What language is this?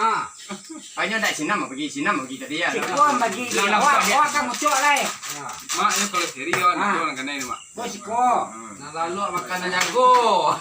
Minangkabau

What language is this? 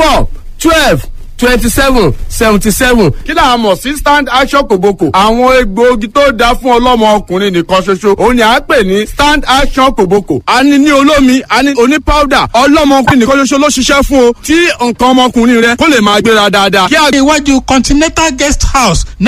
Yoruba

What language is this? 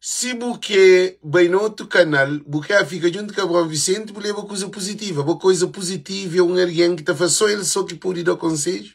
Kabuverdianu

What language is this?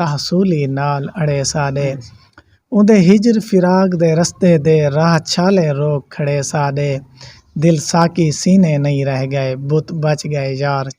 Saraiki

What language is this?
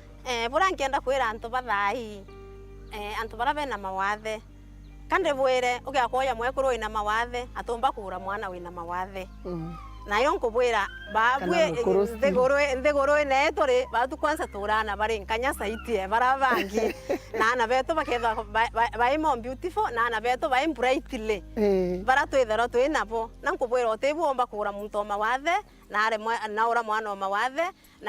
Meru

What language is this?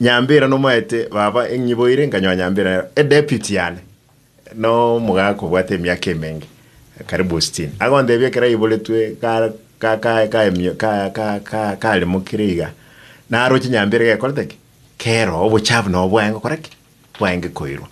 Gusii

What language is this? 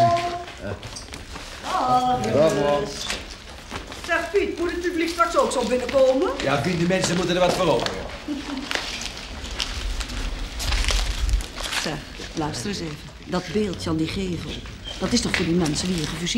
Dutch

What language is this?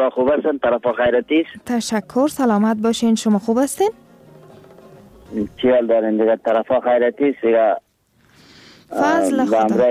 Persian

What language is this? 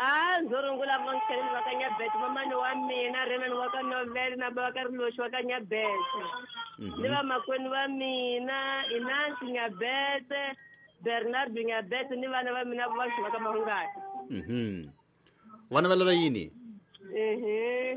Tsonga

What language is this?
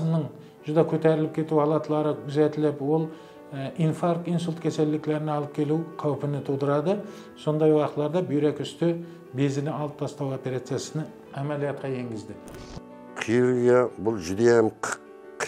Kara-Kalpak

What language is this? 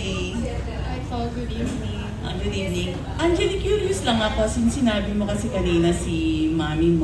Filipino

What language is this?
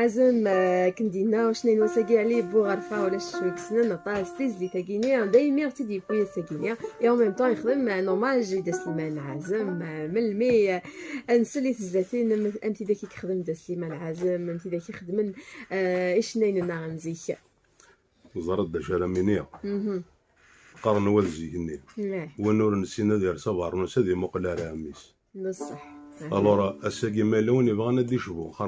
Kabyle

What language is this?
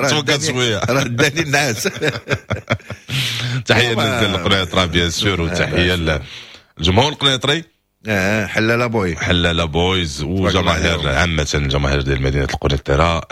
Moroccan Arabic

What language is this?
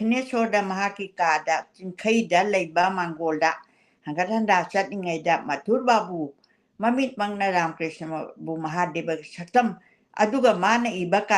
Manipuri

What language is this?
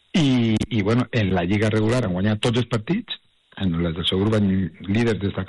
Catalan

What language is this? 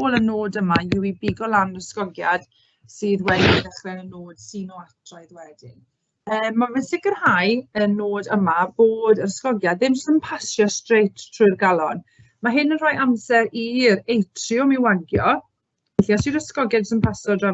Welsh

